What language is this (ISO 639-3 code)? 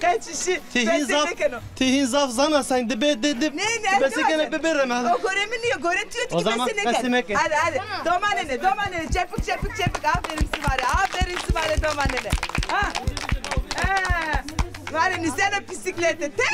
zza